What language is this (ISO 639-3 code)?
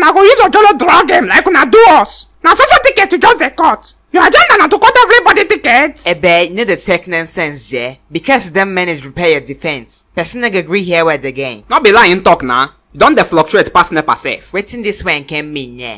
pcm